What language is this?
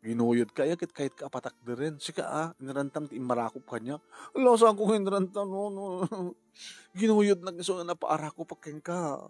Iloko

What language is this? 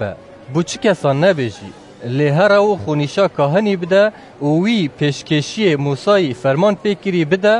Kurdish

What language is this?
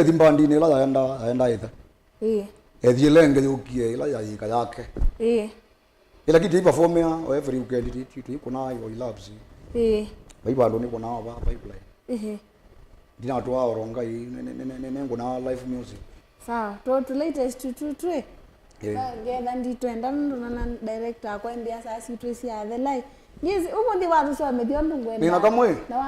Kamba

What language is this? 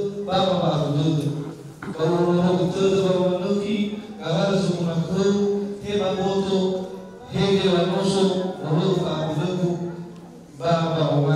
Nias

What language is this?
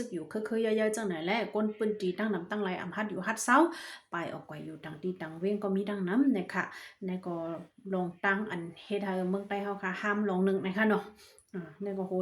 Shan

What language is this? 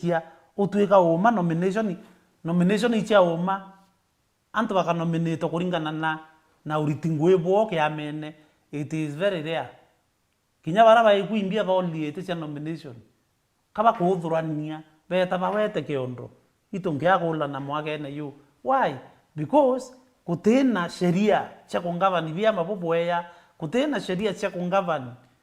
Meru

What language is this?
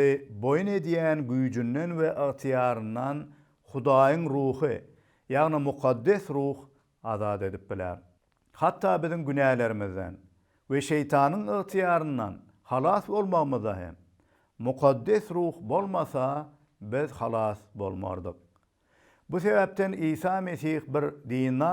Turkmen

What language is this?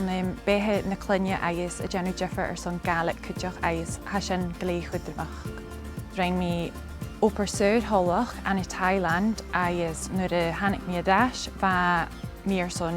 Scottish Gaelic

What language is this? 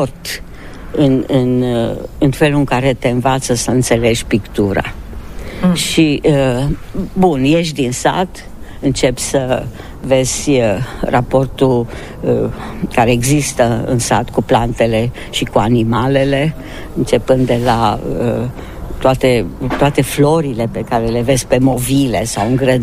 Romanian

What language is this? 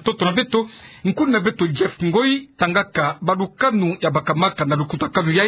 Kituba (Democratic Republic of Congo)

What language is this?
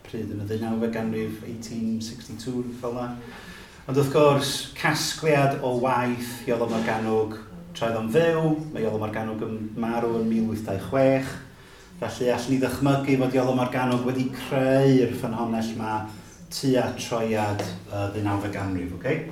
Welsh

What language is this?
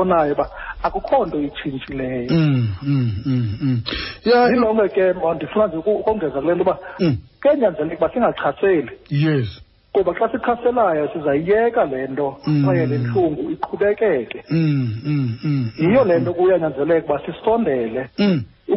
Xhosa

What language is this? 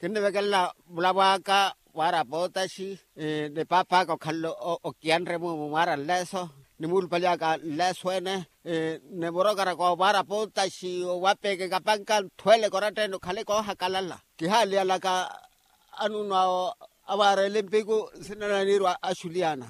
Makhuwa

